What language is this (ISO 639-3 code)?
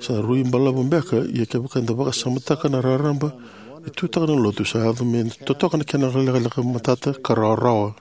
fij